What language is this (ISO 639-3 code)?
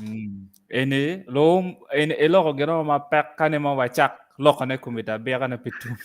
ach